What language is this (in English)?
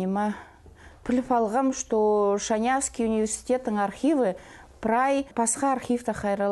Khakas